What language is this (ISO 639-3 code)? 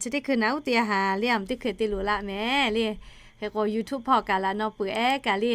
lhu